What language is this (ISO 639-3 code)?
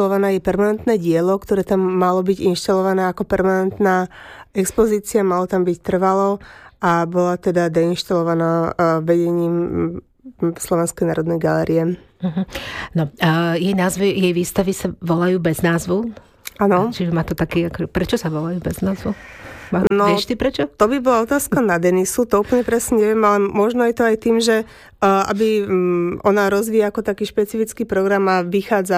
slk